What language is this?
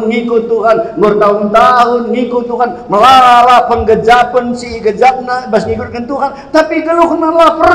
Batak Karo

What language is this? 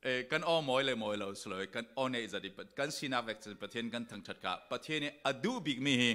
Falam Chin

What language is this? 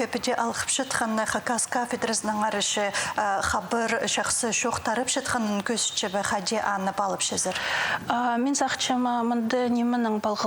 Khakas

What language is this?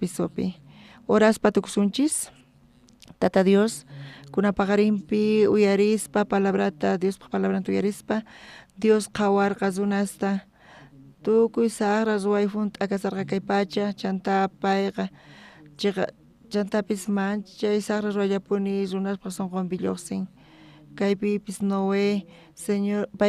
South Bolivian Quechua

